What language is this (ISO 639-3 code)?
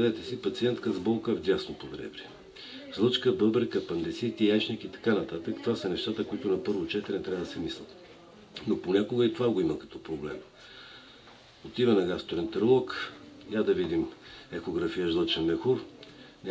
bul